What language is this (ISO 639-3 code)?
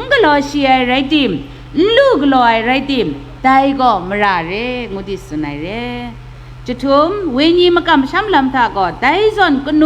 kac